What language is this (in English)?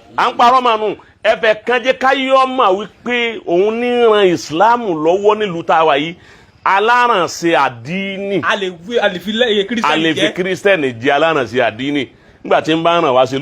Yoruba